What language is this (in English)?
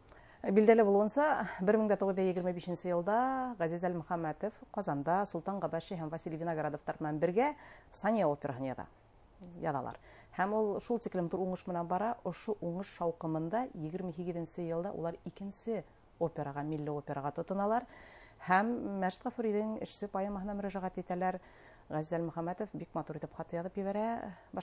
Bashkir